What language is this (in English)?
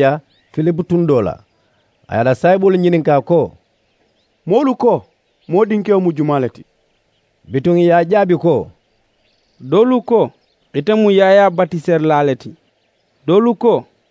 Mandingo